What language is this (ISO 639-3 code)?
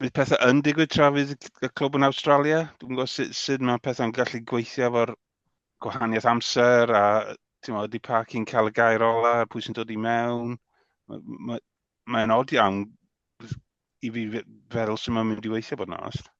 cym